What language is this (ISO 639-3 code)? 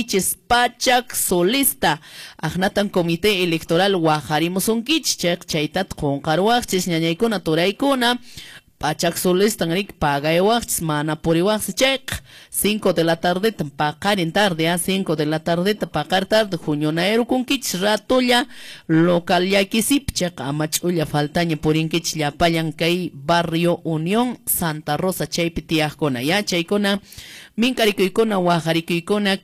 que